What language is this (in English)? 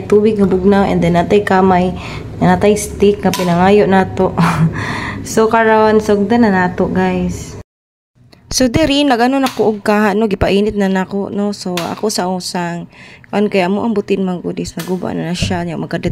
Cebuano